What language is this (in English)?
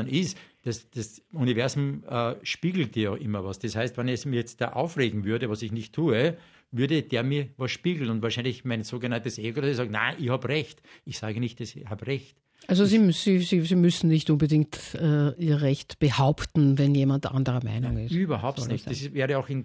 German